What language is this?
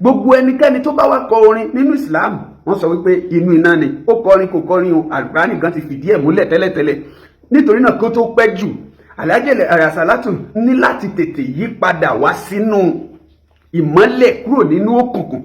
Yoruba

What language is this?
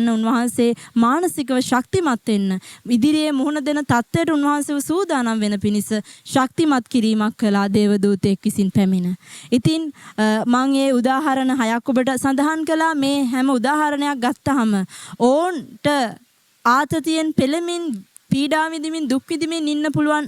Sinhala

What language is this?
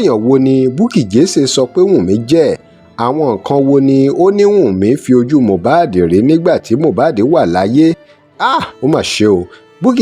Yoruba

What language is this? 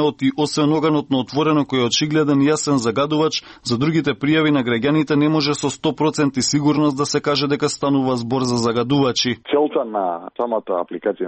Macedonian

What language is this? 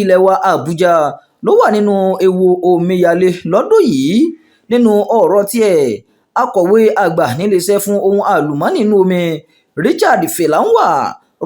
Yoruba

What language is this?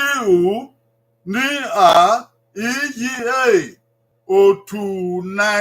Bini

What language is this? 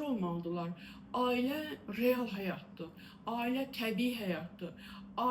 Azerbaijani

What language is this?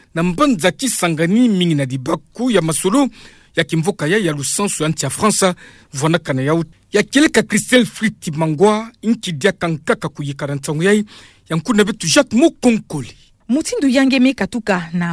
Kituba (Democratic Republic of Congo)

